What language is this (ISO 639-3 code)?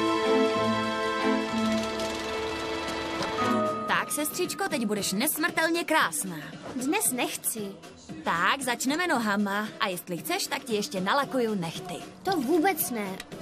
ces